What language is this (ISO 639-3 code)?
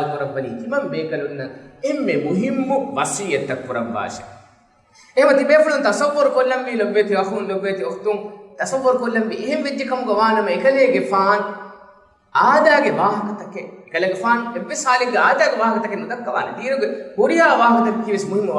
div